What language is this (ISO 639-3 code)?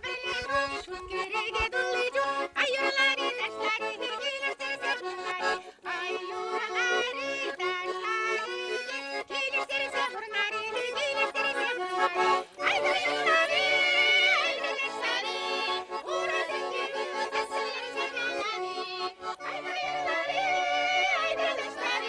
chv